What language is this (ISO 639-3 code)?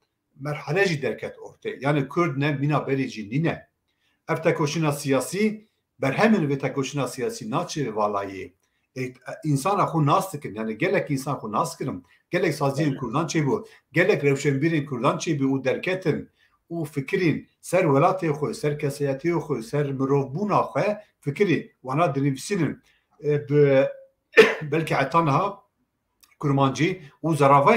kur